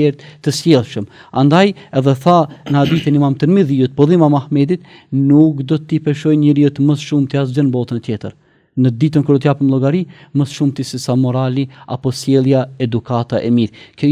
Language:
Albanian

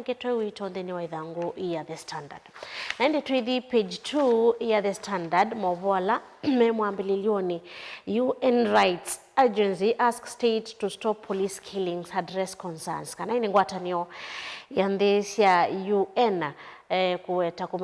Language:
Kamba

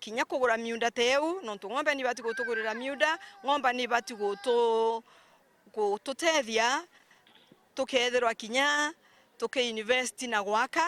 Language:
Meru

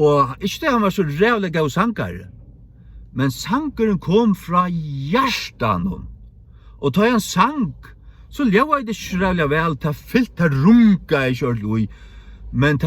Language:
Faroese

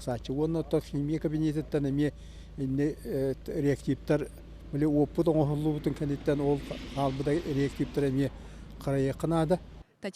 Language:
Yakut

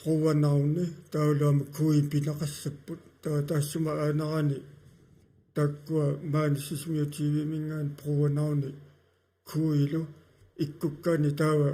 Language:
Kalaallisut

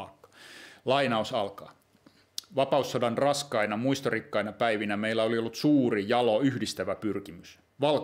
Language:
Finnish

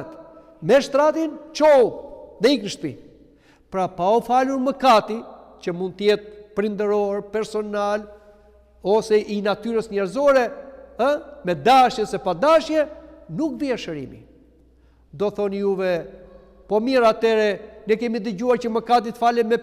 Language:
Albanian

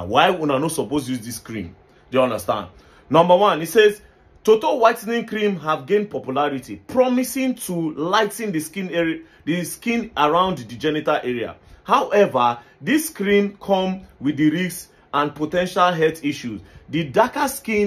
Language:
Nigerian Pidgin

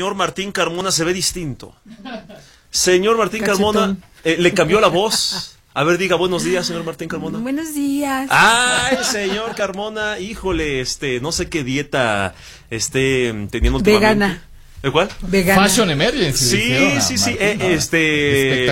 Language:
Spanish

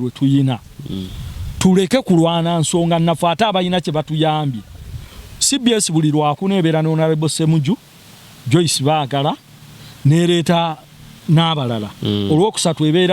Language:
Ganda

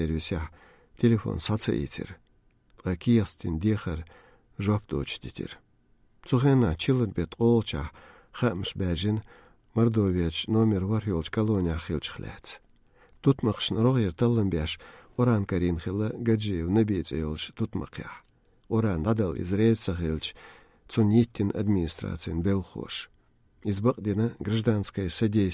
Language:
Chechen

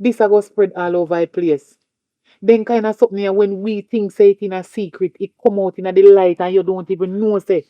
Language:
Jamaican Creole English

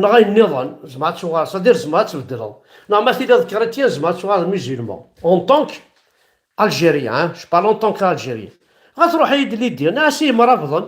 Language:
Kabyle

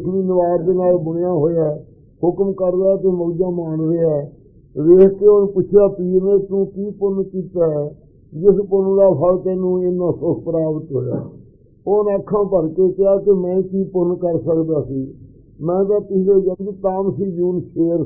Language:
Punjabi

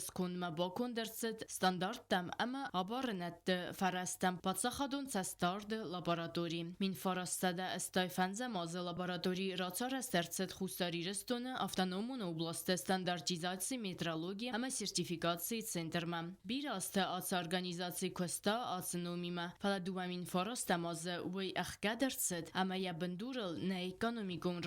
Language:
Ossetic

